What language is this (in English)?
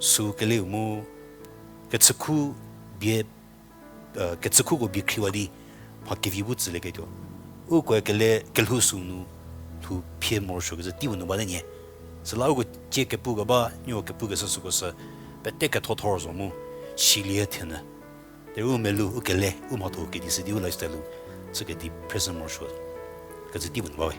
Angami Naga